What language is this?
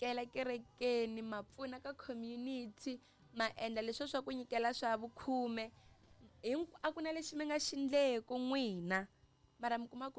Tsonga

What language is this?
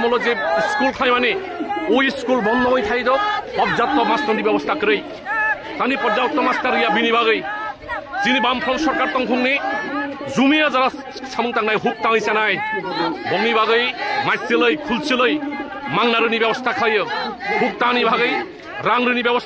Kok Borok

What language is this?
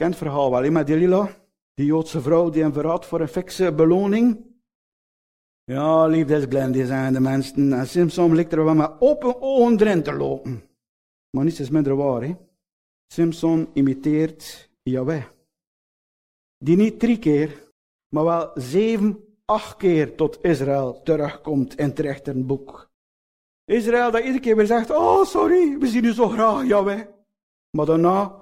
Dutch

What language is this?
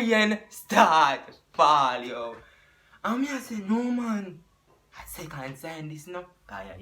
Jamaican Creole English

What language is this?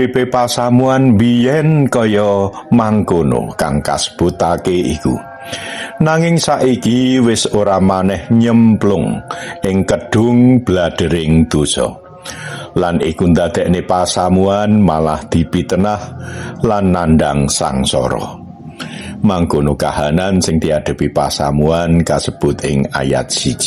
Javanese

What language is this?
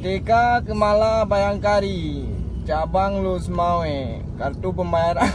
Achinese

